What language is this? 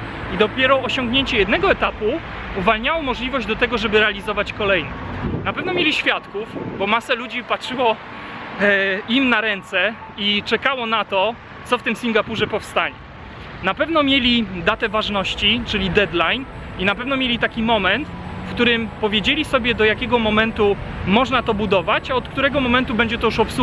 Polish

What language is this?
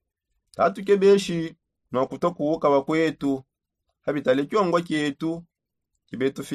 Songe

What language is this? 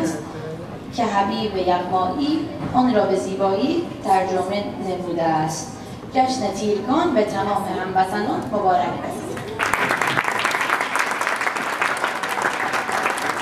Persian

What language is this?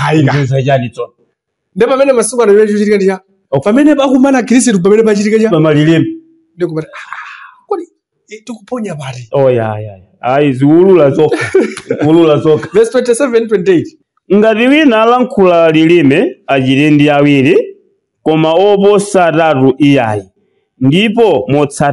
Nyanja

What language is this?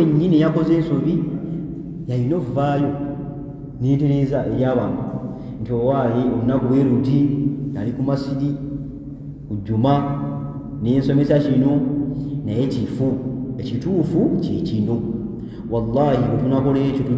Ganda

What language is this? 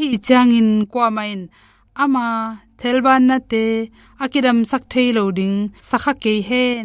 Tedim Chin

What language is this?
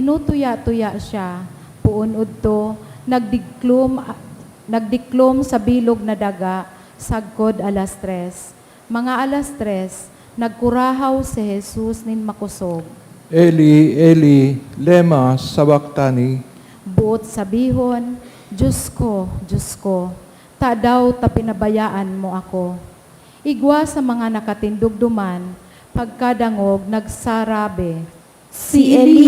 Bikol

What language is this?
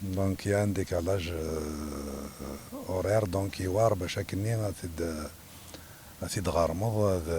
Kabyle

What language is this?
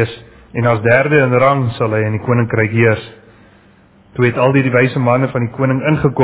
Afrikaans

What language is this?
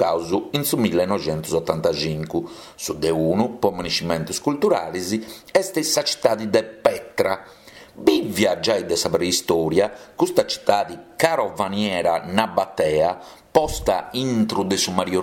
Sardinian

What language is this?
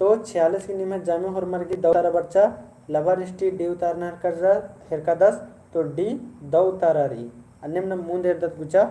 Kurukh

